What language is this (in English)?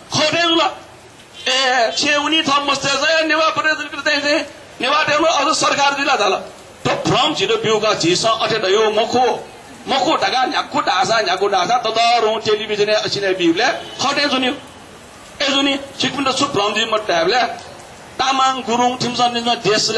Newari